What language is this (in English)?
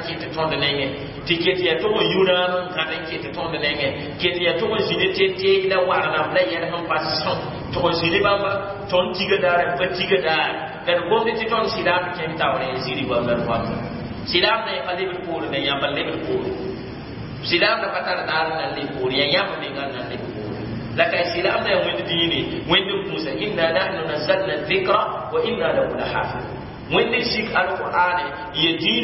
Mossi